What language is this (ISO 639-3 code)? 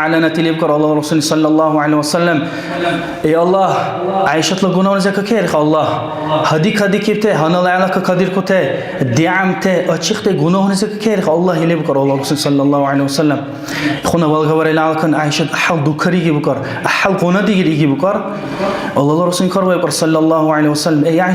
dar